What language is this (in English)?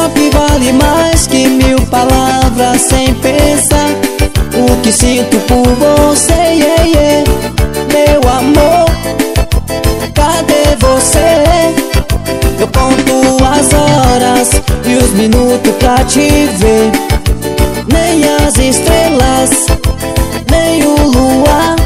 Portuguese